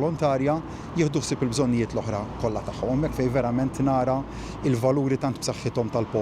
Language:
Maltese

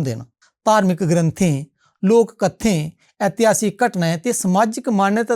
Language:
Dogri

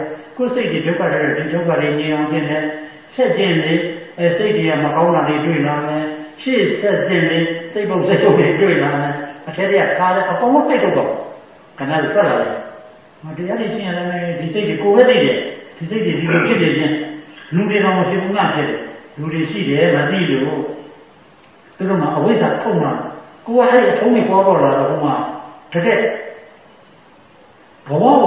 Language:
Burmese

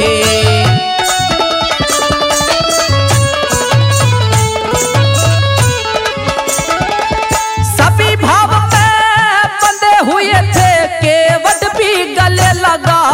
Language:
Hindi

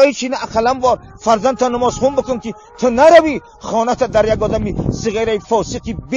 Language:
Tajik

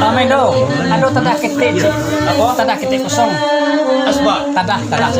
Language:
Minangkabau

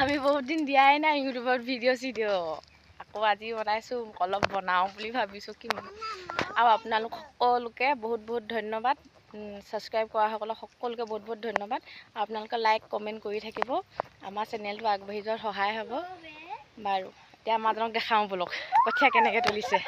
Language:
Assamese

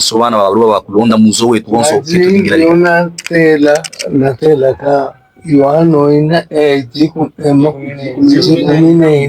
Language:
Luba-Katanga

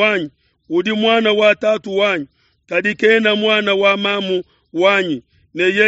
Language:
Luba-Lulua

